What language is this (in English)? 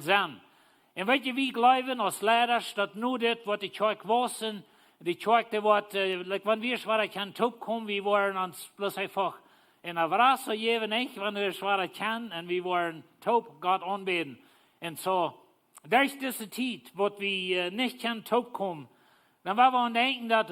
Plautdietsch